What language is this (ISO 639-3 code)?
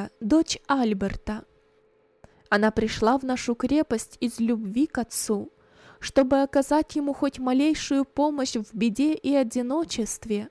rus